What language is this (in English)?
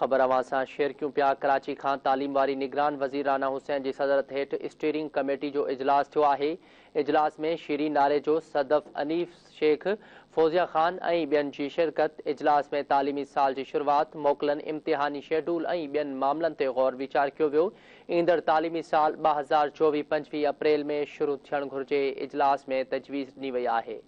Sindhi